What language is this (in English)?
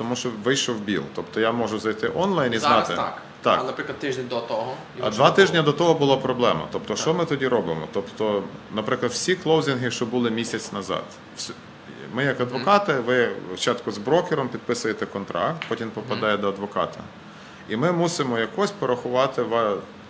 Ukrainian